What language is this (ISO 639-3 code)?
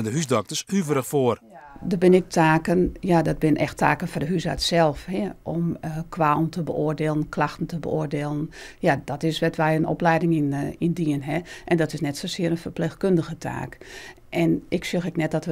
fry